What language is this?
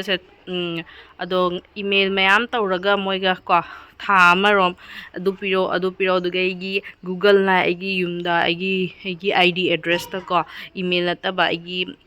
Manipuri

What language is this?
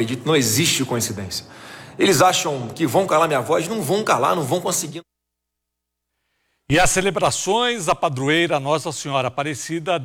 Portuguese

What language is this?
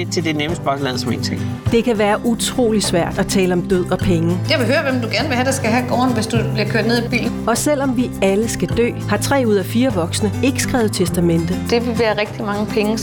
Danish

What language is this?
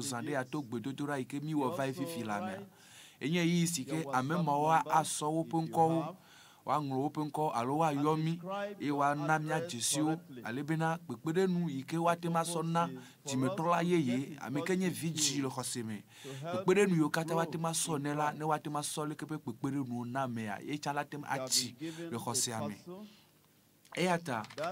Ewe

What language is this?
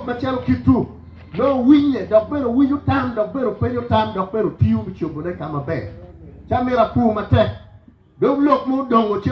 Acoli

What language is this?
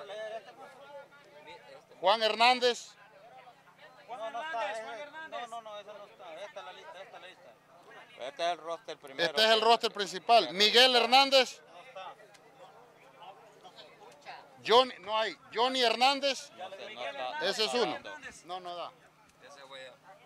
Spanish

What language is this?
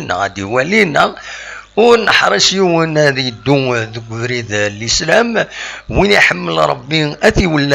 Kabyle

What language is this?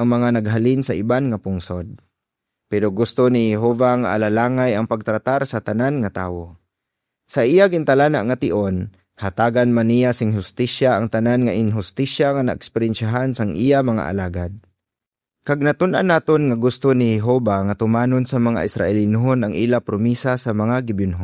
Hiligaynon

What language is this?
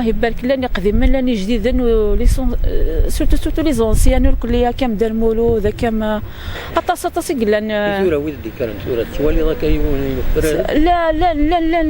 Kabyle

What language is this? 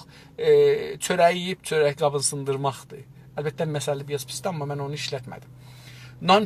South Azerbaijani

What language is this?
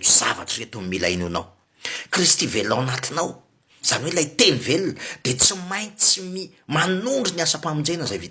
Malagasy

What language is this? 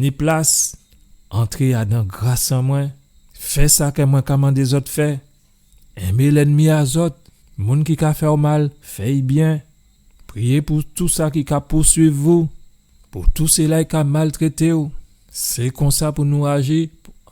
Guadeloupean Creole French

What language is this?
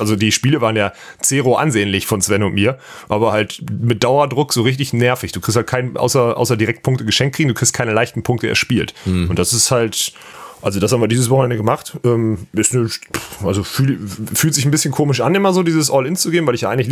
German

